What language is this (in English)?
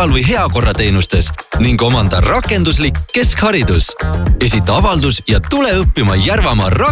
Estonian